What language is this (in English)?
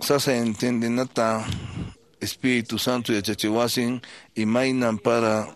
Quechua